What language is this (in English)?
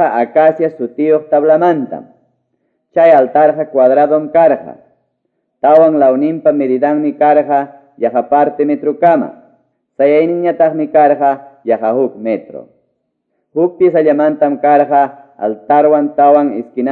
Quechua